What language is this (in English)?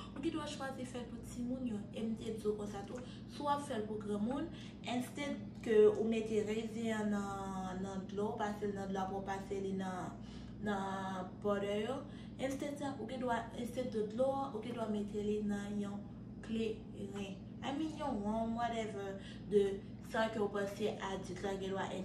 Haitian Creole